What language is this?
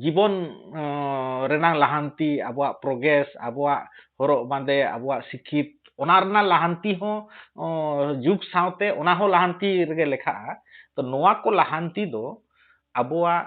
Santali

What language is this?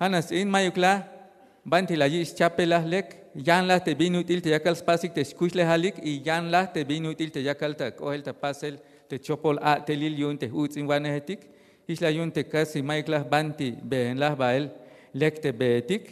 Tzeltal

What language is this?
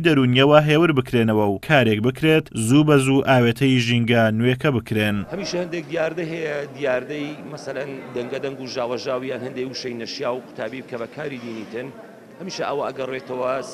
Central Kurdish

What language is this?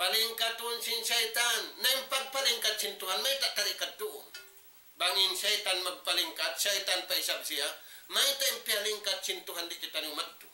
Tausug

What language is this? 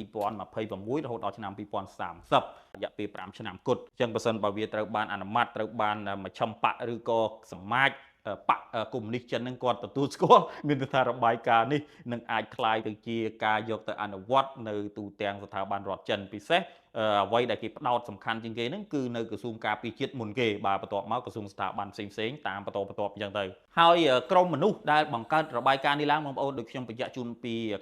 Khmer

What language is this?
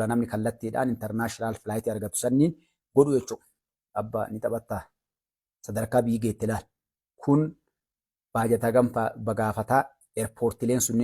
Oromo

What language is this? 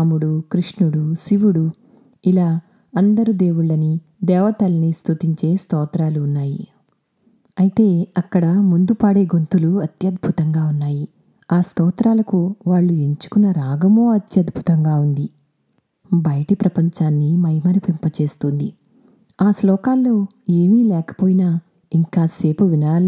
Telugu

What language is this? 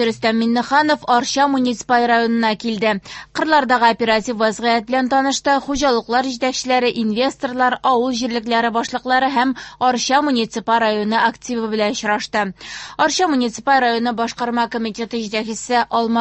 Tatar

